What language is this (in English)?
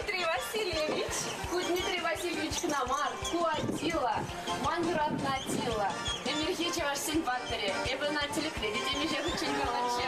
Chuvash